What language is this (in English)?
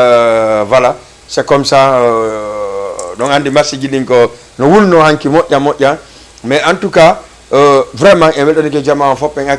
Fula